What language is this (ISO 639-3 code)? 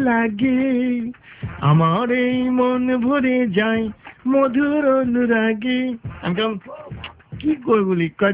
ben